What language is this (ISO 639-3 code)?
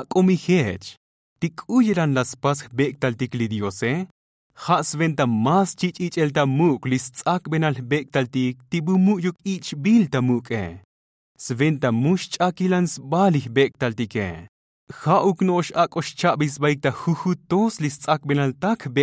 tzo